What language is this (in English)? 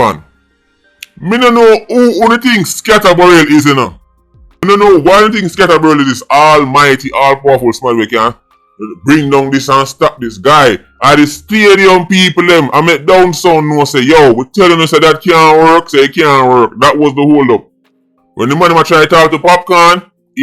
Jamaican Creole English